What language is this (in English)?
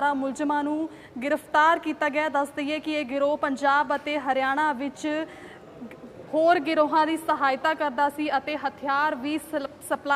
Punjabi